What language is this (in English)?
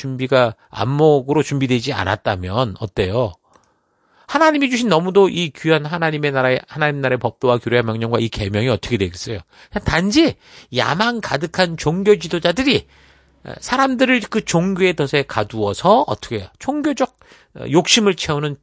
Korean